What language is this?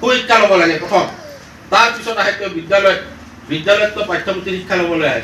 Assamese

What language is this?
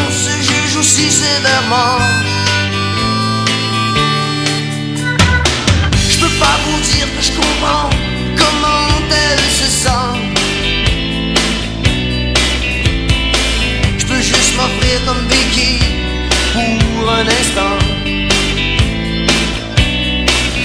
French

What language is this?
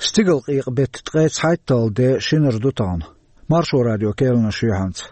Chechen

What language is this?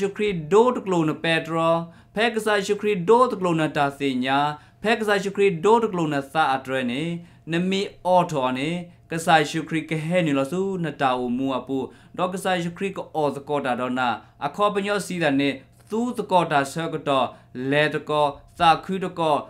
S'gaw Karen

